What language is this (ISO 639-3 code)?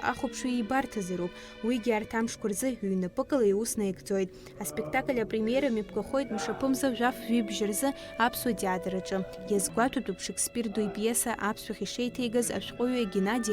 abk